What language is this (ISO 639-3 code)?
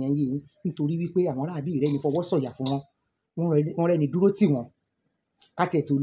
yor